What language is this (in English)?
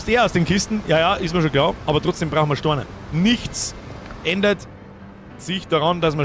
Bavarian